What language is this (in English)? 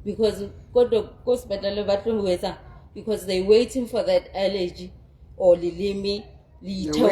Southern Sotho